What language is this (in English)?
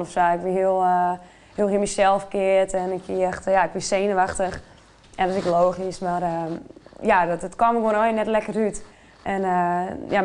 Western Frisian